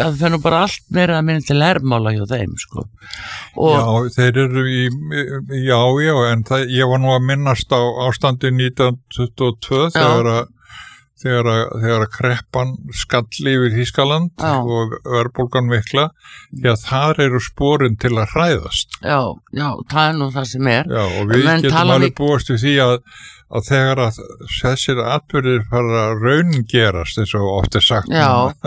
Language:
Icelandic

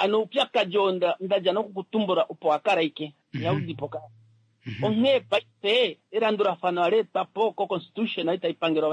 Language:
Kuanyama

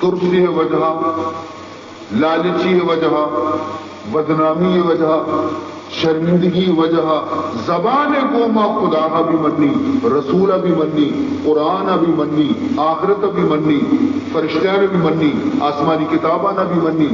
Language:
Baluchi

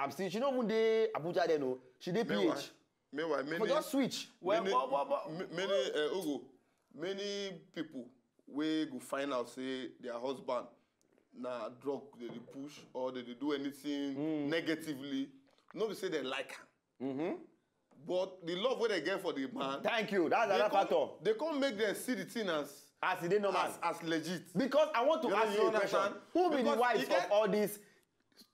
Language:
Nigerian Pidgin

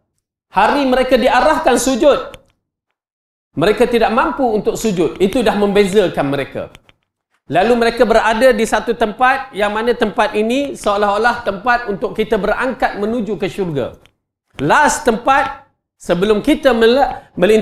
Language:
Malay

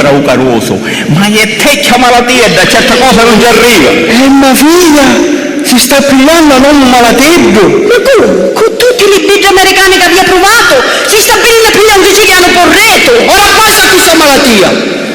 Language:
Sicilian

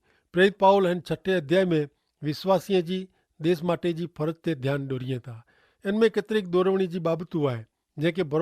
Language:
Kachhi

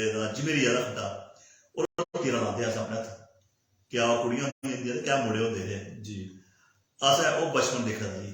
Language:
Dogri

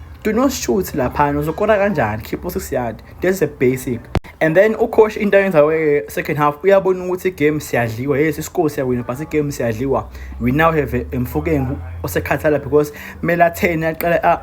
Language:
Zulu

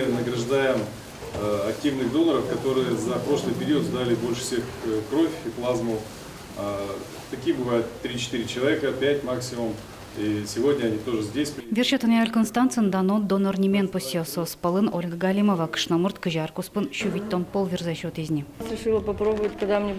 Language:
Udmurt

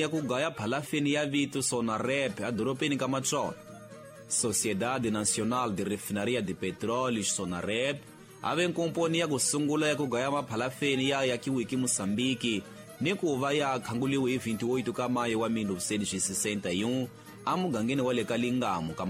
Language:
Tsonga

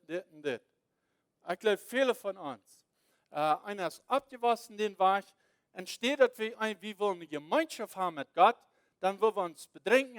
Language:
Plautdietsch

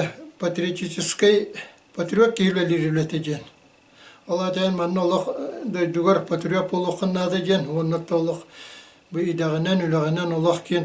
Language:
Yakut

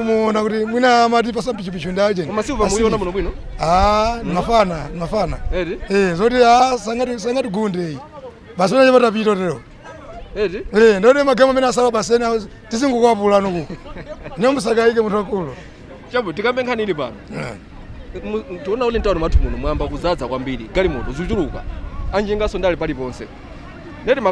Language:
Nyanja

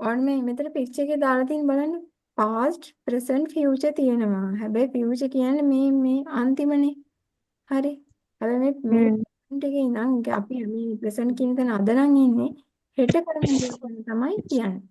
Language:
Sinhala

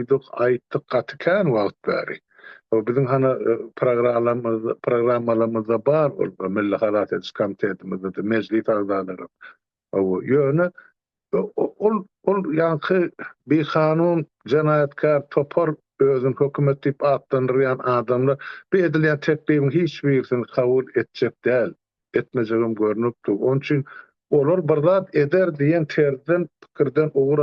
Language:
Turkmen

